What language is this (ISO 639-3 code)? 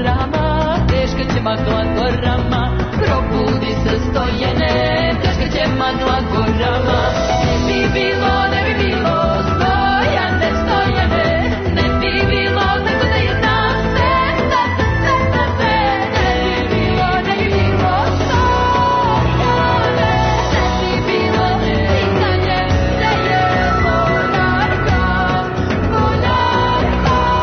srp